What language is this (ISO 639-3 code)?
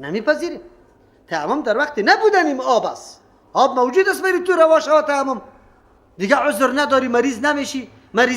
fas